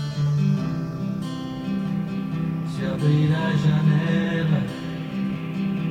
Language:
Portuguese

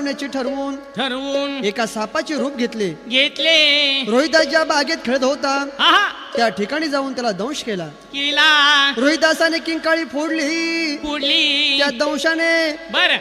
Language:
Marathi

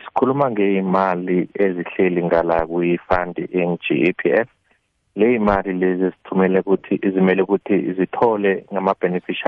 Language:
South Ndebele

